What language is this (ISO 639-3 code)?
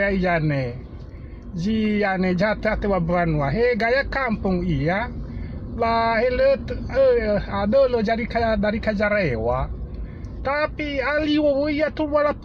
nia